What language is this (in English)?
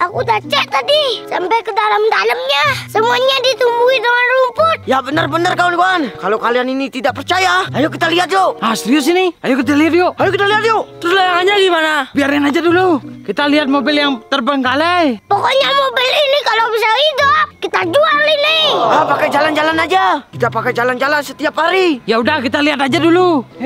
Indonesian